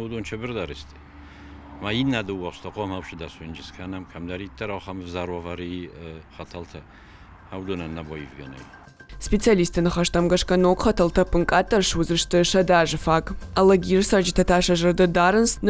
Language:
Ossetic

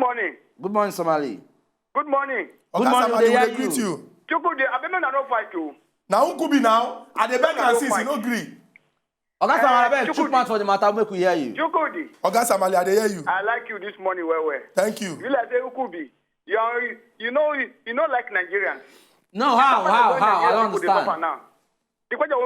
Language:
Nigerian Pidgin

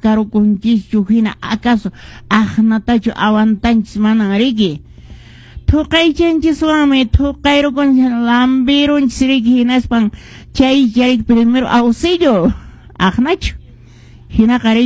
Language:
Quechua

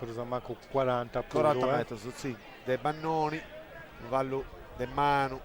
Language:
Sardinian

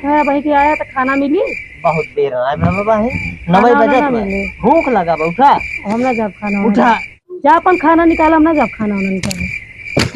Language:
Awadhi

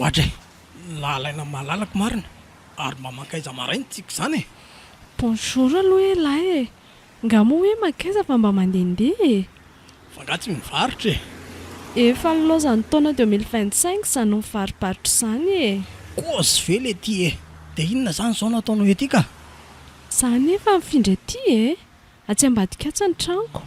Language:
Malagasy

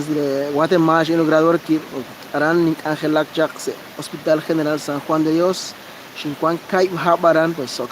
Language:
Kekchí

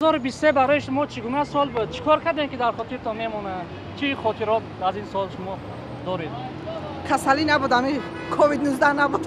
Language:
Tajik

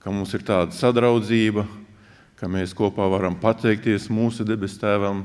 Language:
Latvian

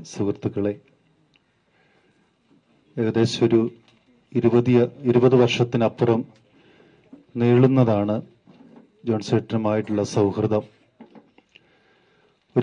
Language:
Malayalam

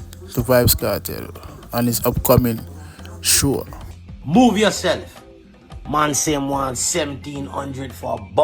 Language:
Jamaican Creole English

